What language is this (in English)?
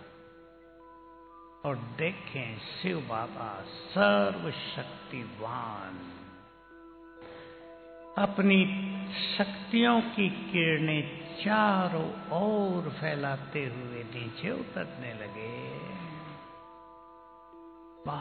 Hindi